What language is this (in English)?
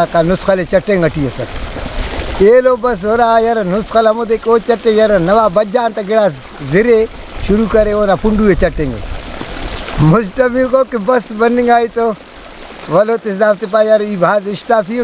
Brahui